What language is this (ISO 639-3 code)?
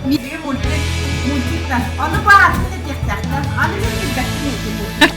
sah